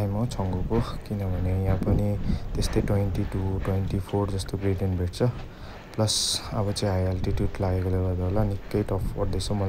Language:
Nepali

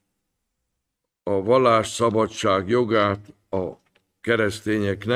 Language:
Hungarian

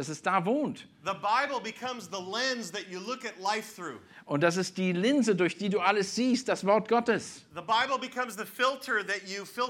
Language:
German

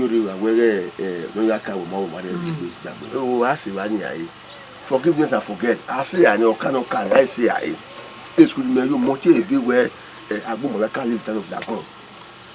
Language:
Bini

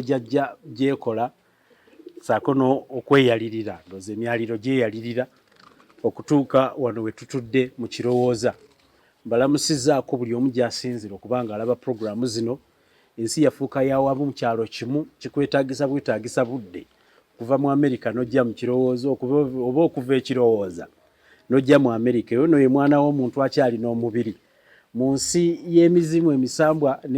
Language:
Ganda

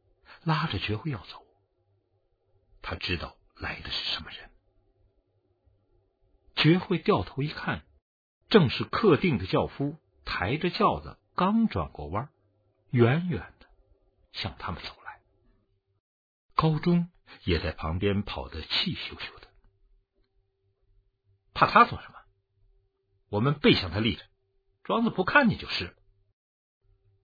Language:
Chinese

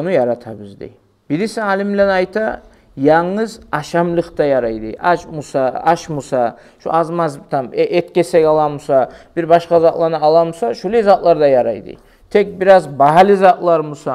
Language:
Kumyk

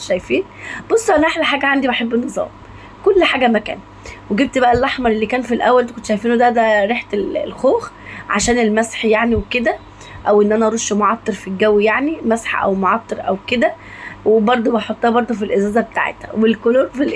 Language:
Egyptian Arabic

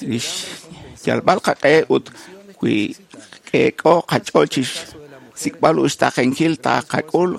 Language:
Kekchí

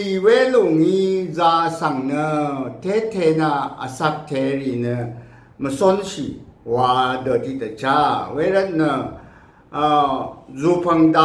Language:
Rawang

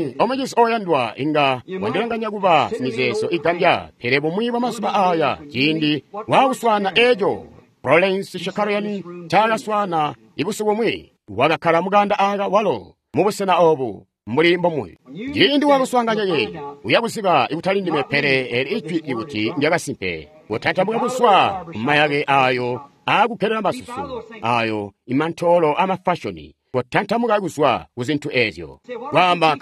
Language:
Tonga (Zambia)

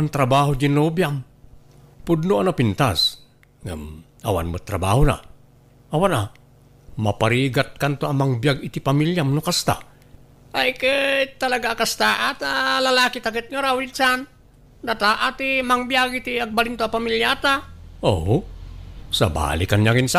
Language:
Iloko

